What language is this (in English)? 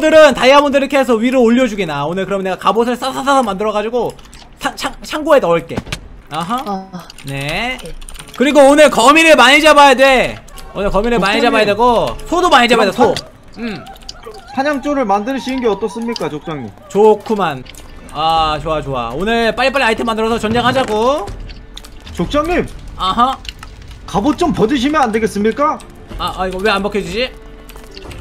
Korean